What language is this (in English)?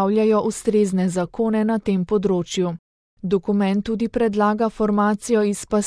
Slovenian